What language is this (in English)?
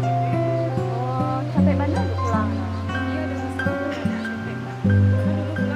Minangkabau